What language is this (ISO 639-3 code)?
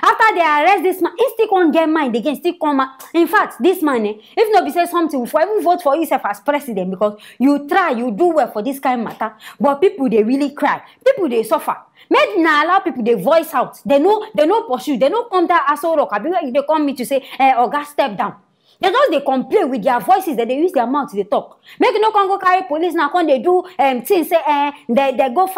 pcm